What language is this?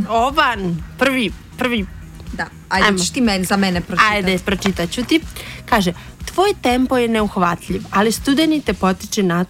Croatian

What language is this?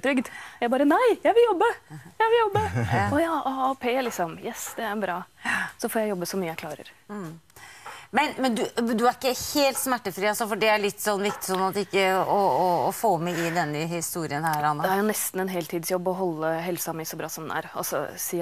Norwegian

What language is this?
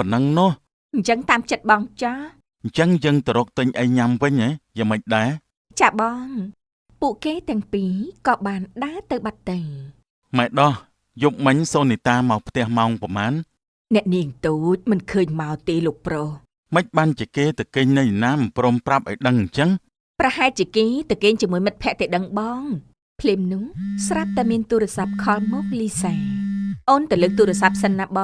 Khmer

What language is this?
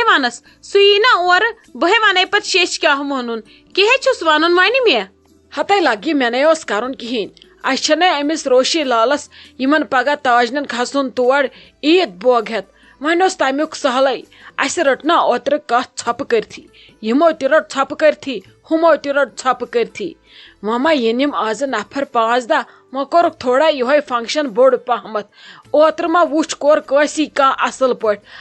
Kashmiri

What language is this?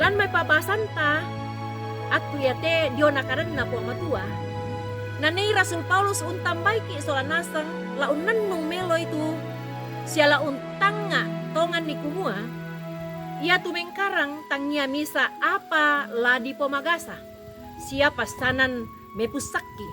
Toraja-Sa'dan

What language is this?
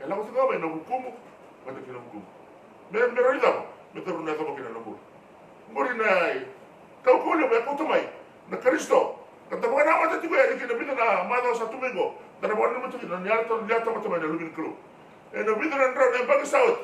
Fijian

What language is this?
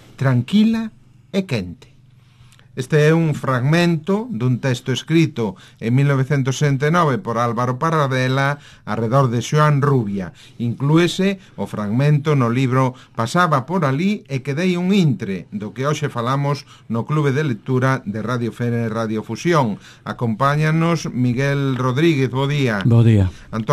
Galician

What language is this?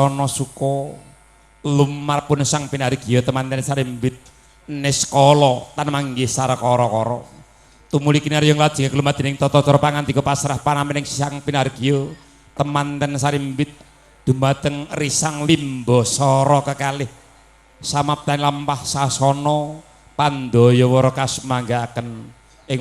Javanese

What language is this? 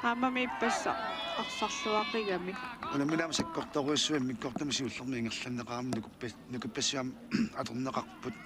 Kalaallisut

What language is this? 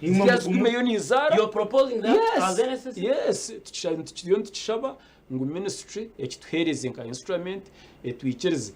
Nyankole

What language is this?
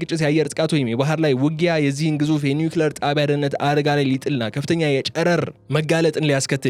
Amharic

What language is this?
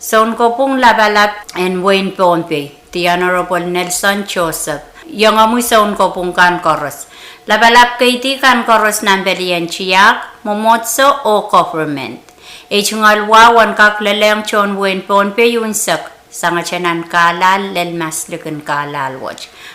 Pohnpeian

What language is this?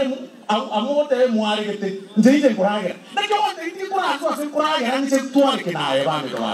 Gusii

